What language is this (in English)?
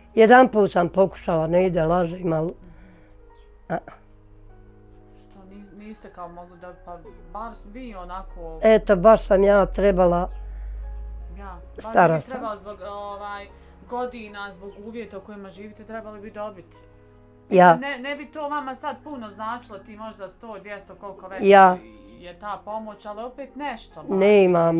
Bosnian